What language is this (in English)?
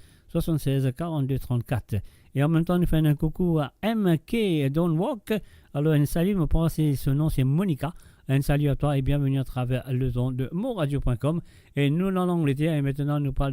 Morisyen